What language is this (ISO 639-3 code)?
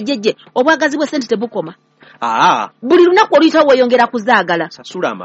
lug